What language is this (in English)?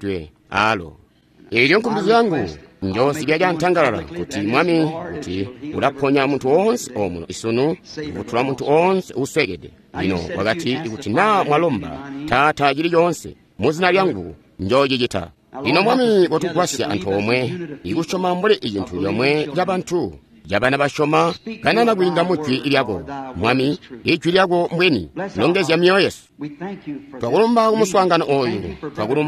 Tonga (Zambia)